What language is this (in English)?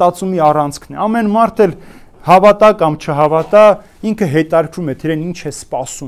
Armenian